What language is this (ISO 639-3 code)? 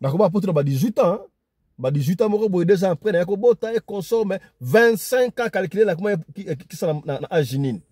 lin